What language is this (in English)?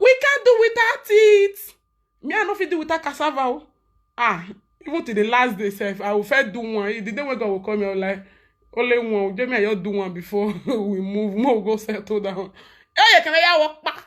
Nigerian Pidgin